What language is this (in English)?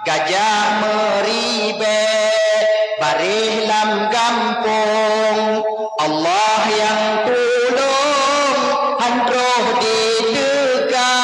Achinese